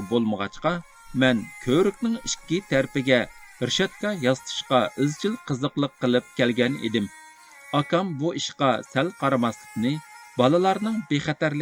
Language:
Uyghur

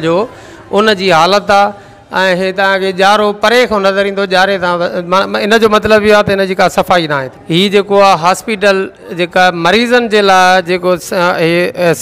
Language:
Sindhi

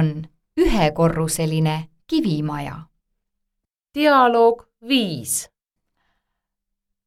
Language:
Estonian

